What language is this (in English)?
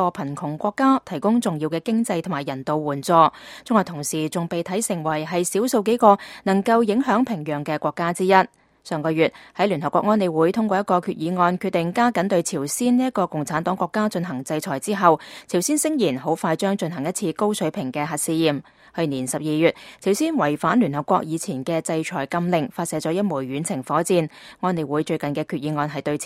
Cantonese